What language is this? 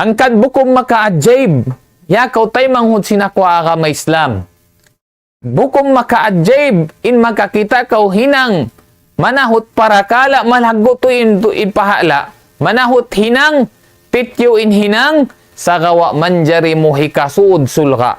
Tausug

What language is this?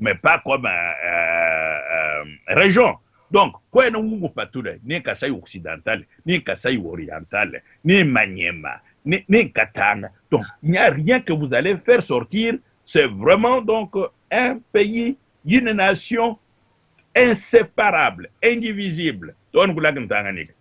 Luba-Lulua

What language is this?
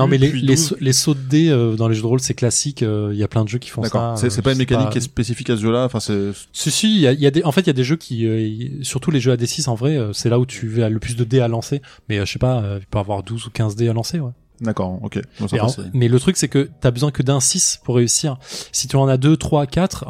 French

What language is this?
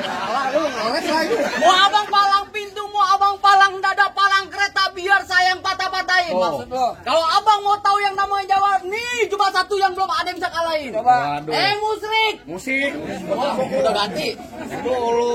Betawi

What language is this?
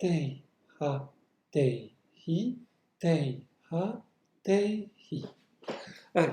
Breton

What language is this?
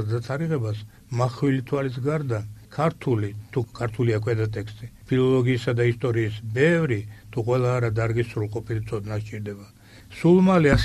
Georgian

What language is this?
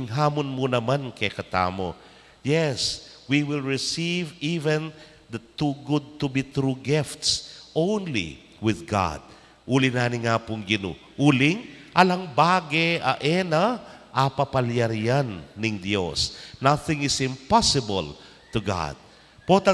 Pampanga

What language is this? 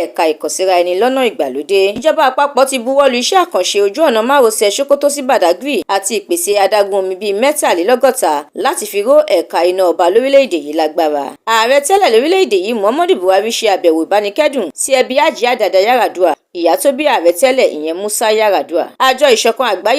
Yoruba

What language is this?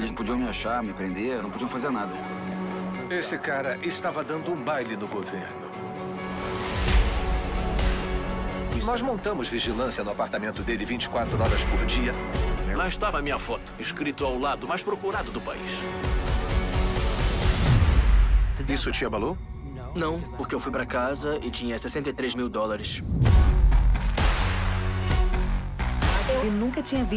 Portuguese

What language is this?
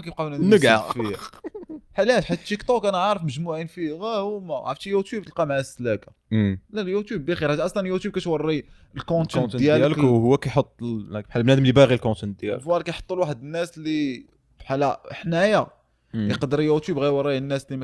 Moroccan Arabic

